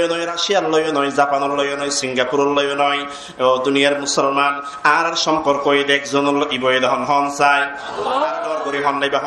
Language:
Rohingya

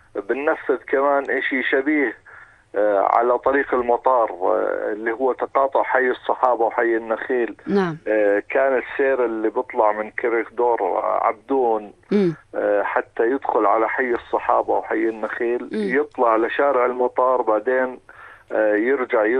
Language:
North Levantine Arabic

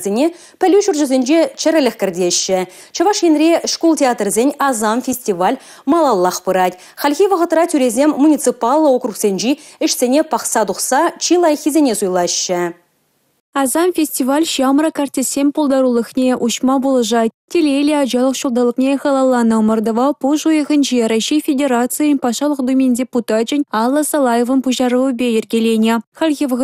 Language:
Chuvash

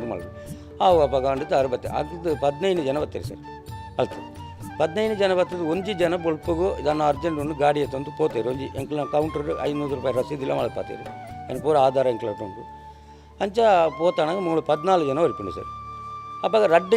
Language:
Tulu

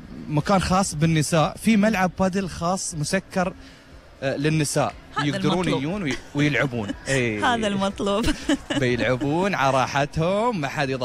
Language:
Gulf Arabic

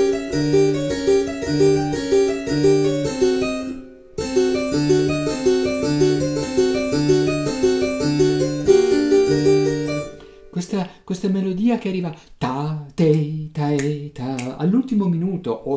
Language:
Italian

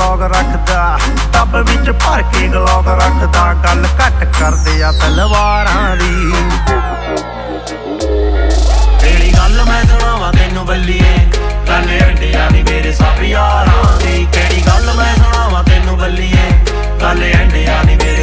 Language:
Punjabi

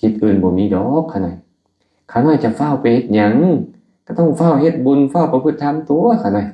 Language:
Lao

